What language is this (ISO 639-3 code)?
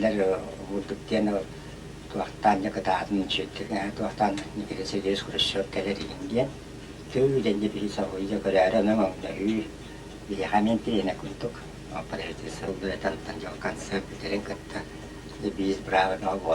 sah